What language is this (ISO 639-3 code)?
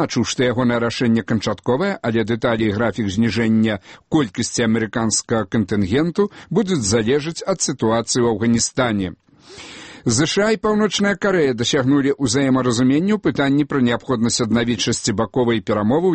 bel